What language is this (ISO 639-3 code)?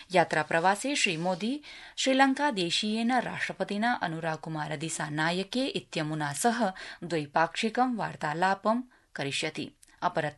san